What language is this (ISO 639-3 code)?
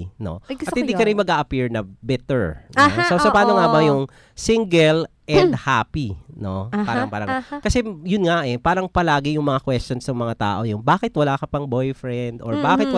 fil